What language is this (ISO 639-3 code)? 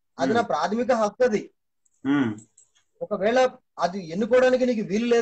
tel